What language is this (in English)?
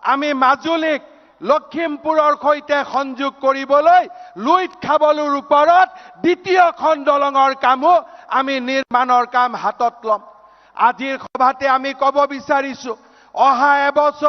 Assamese